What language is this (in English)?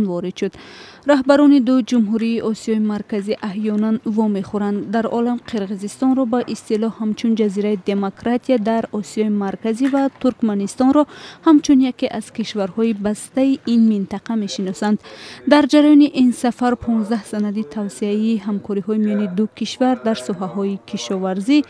Tajik